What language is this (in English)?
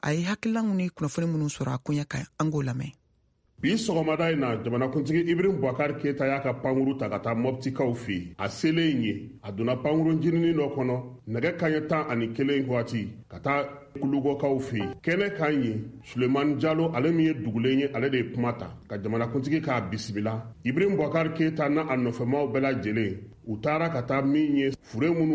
Bambara